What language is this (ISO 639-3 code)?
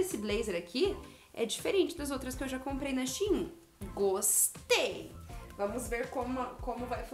por